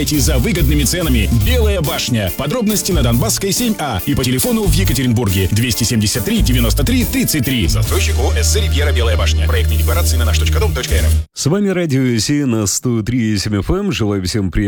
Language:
Russian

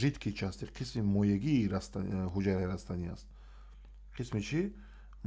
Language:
Tajik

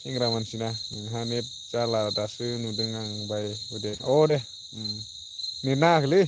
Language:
Bodo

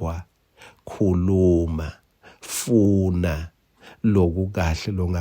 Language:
Swati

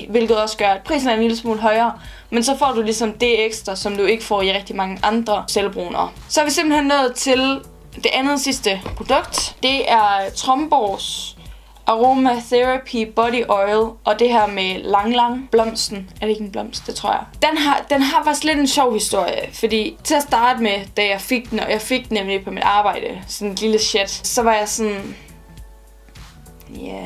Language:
Danish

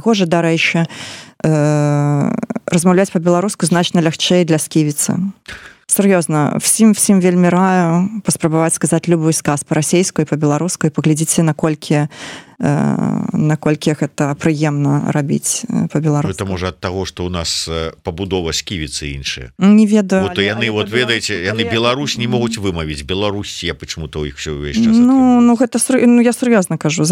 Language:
Belarusian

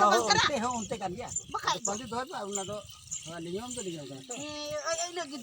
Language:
Santali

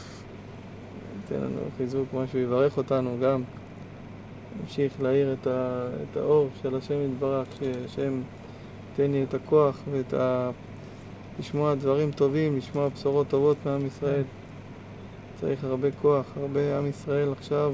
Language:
Hebrew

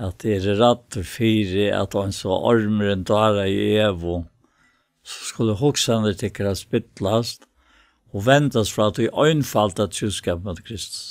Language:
Faroese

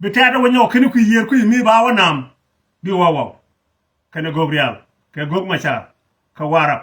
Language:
Nuer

